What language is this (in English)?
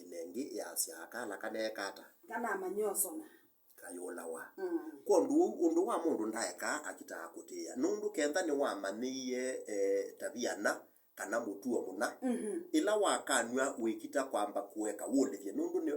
Kamba